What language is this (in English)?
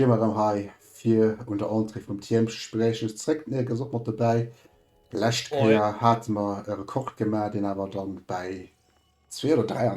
Luxembourgish